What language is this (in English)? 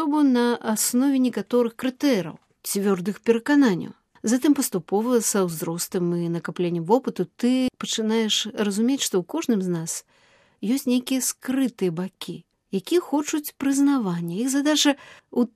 Belarusian